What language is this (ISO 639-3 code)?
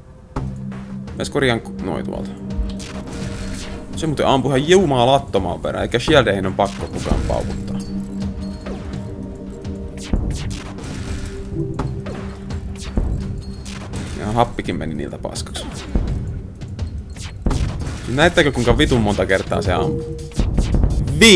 fin